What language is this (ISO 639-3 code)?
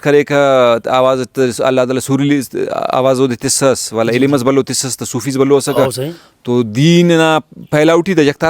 brh